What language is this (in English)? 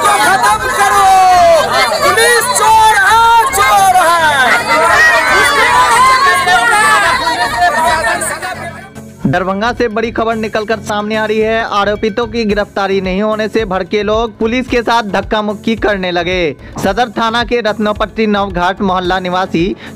Hindi